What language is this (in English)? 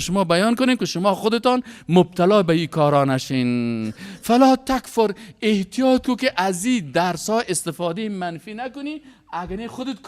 Persian